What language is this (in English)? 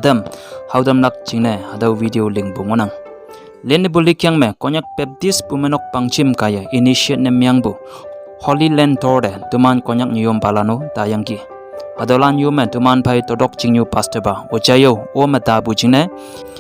Konyak Naga